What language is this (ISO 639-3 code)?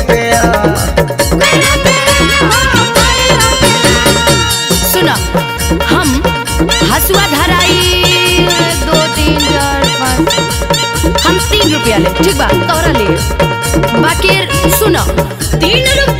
bho